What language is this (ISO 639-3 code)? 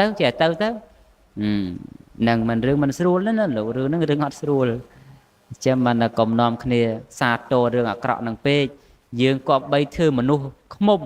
khm